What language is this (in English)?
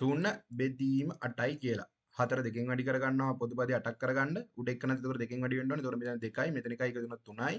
Sinhala